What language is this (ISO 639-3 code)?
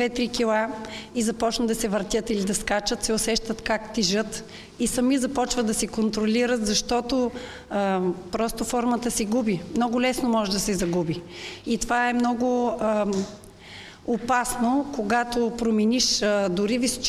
bul